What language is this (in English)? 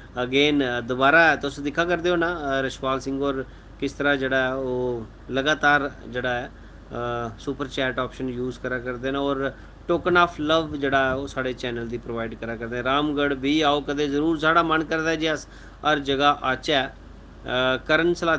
Dogri